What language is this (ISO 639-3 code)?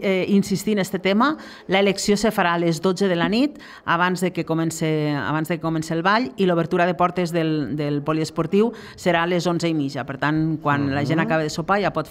cat